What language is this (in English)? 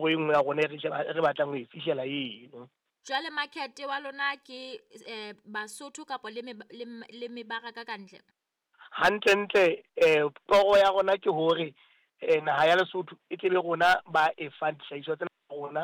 Southern Sotho